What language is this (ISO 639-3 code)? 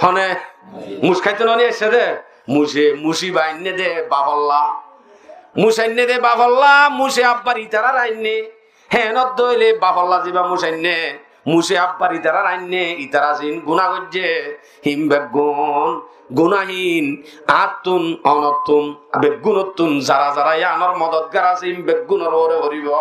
rhg